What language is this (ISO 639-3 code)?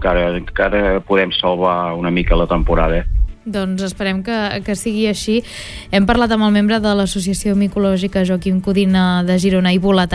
cat